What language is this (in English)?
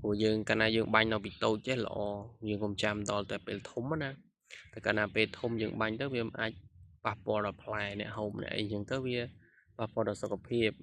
Khmer